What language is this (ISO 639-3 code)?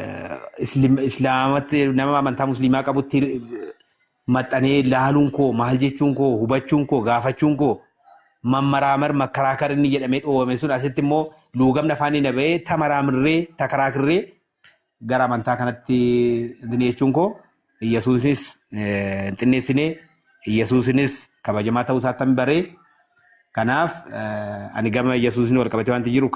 orm